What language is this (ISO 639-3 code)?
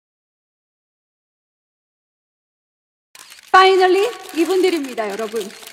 ind